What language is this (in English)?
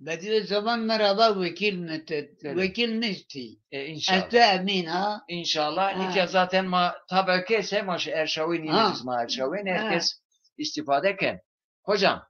Zaza